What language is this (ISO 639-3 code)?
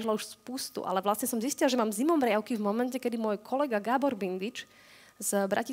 slk